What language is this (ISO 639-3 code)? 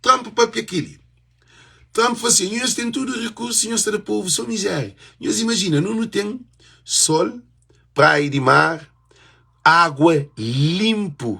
kea